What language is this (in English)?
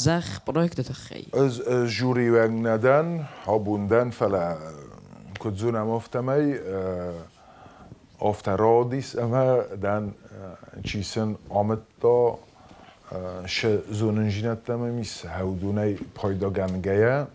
Ossetic